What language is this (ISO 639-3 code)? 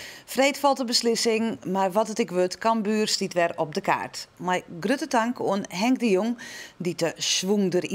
fry